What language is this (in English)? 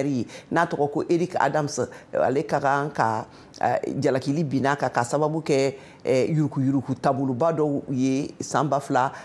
Bambara